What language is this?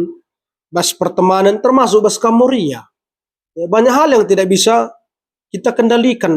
Batak Karo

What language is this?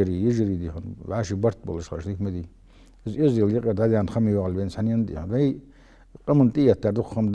Ingush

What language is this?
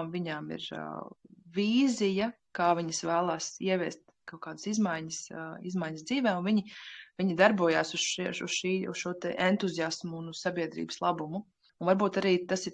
Latvian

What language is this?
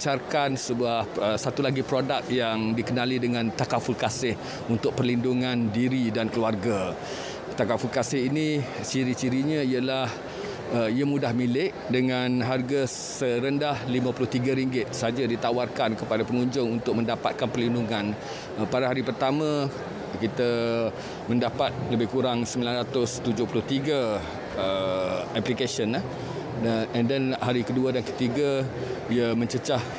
Malay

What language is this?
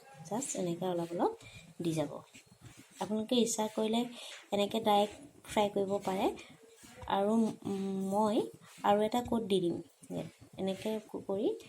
Assamese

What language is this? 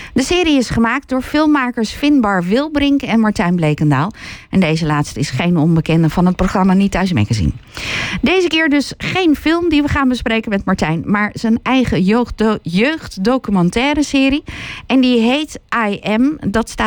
Dutch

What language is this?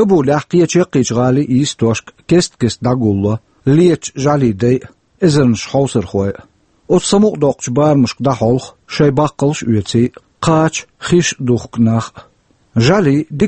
Chechen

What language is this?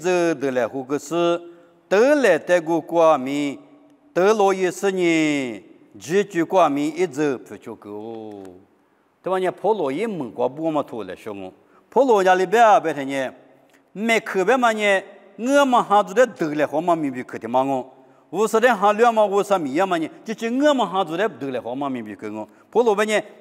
Lisu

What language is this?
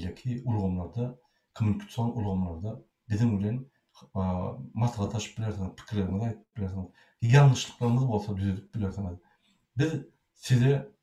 Turkmen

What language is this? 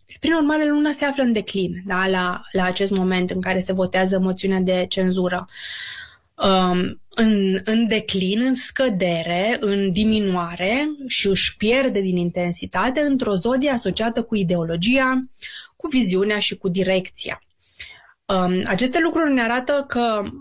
Romanian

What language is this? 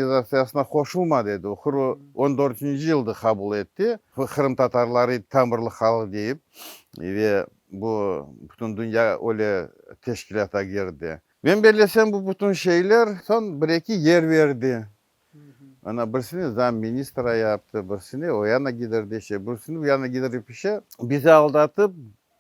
Crimean Tatar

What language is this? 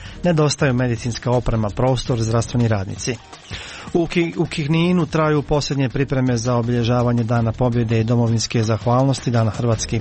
Croatian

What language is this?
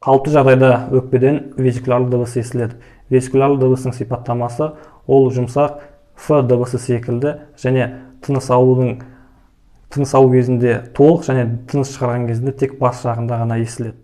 Kazakh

